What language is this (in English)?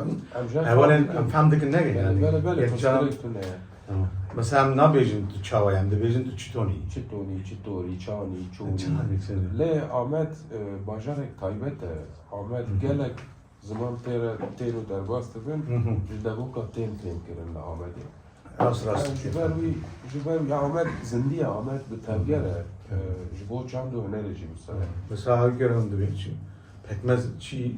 Kurdish